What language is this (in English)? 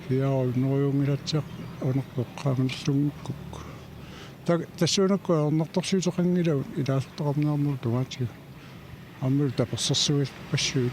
Kalaallisut